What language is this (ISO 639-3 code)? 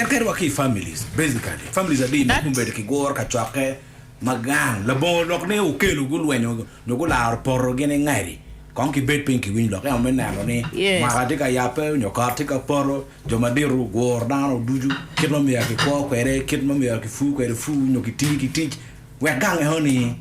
ach